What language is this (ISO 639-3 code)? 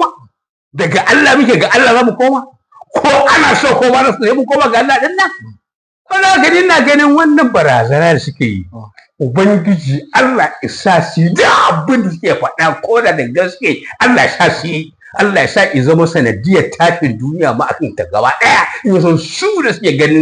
hau